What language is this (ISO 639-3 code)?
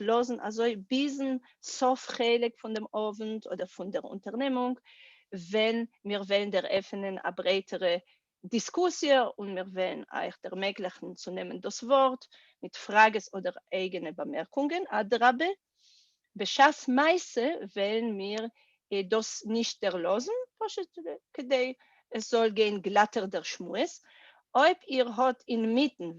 yid